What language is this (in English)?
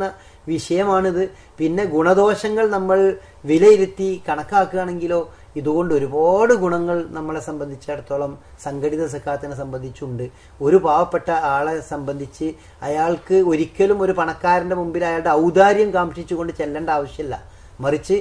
Malayalam